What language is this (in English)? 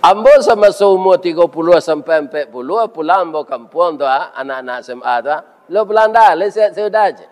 Minangkabau